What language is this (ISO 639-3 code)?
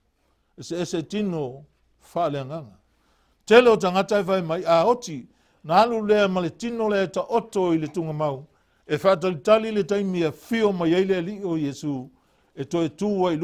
smo